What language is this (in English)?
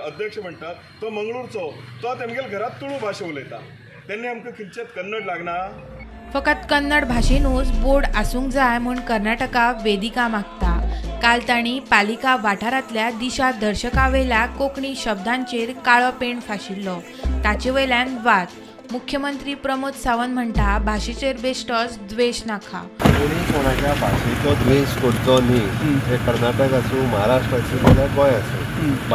Konkani